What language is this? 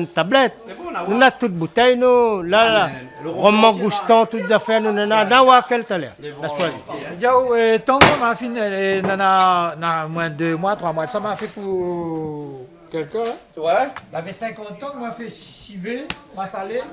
Réunion Creole French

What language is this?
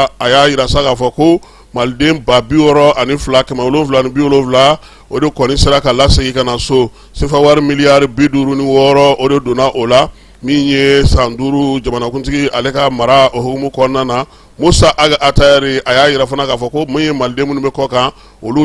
Bambara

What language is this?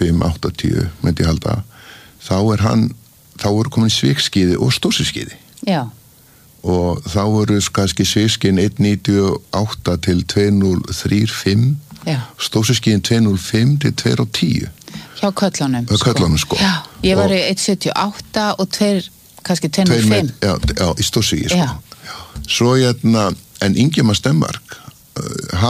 Icelandic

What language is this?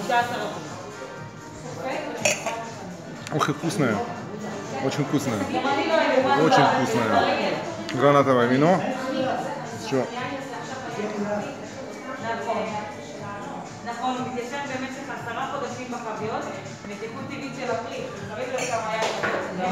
Hebrew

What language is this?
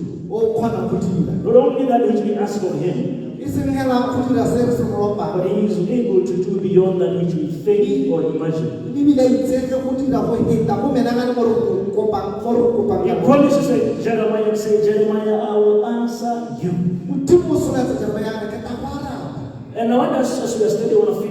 Tswana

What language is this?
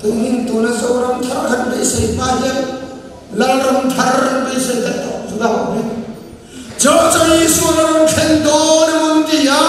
Mizo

